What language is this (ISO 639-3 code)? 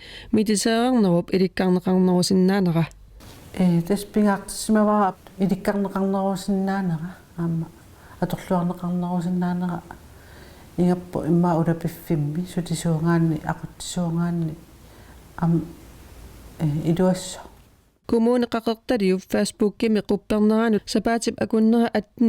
kal